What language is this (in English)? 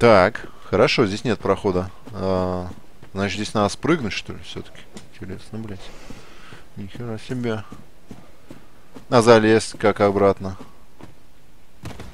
Russian